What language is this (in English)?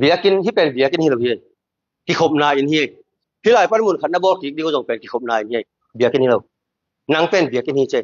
Tedim Chin